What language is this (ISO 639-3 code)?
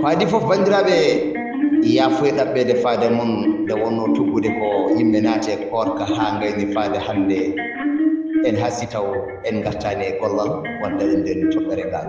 ful